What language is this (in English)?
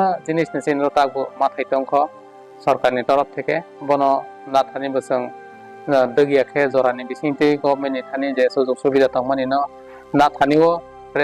Kok Borok